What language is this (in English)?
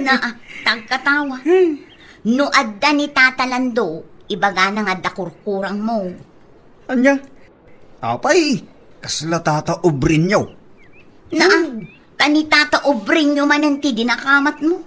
Iloko